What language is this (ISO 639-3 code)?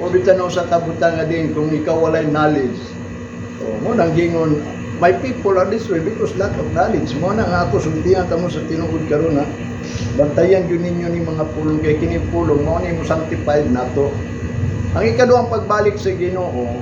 ceb